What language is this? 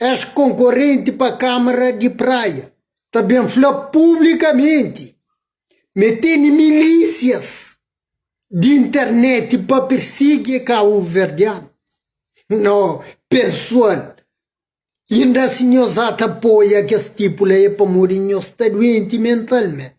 Kabuverdianu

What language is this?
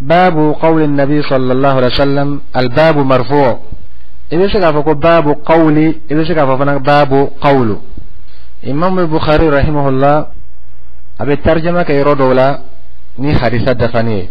Dyula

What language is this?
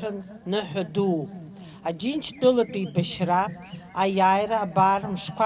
Abkhazian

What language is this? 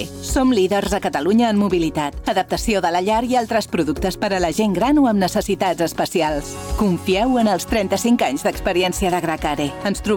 Catalan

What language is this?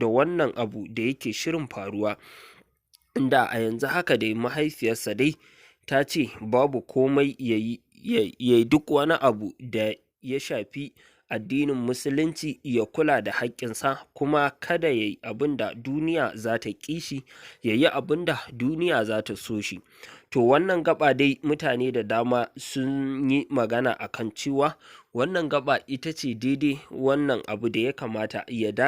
Hausa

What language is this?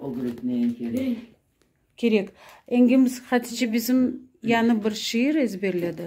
Crimean Tatar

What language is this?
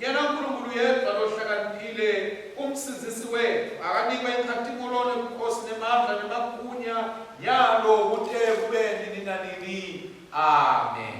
Swati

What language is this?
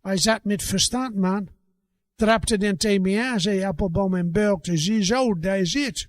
Gronings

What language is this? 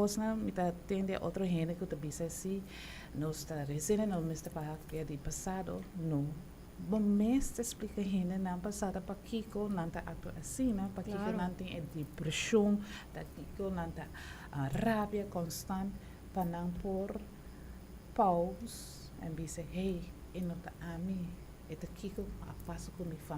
Papiamento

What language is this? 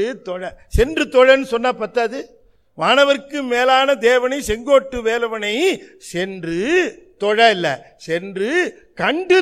Tamil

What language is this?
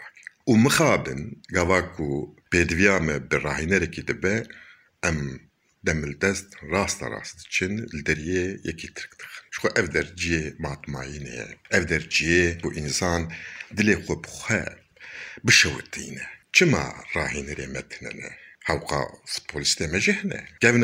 Kurdish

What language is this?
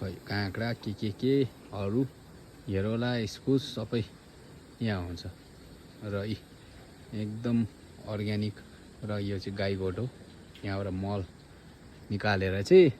Nepali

